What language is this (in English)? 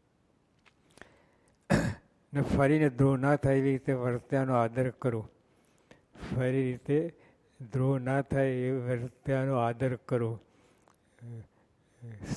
Gujarati